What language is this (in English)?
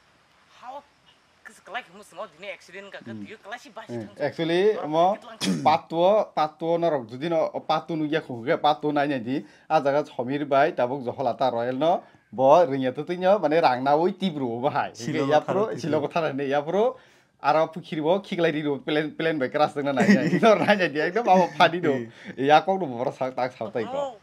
Kok Borok